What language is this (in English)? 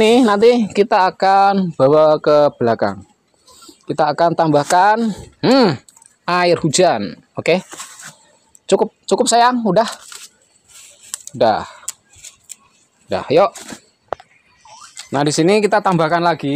Indonesian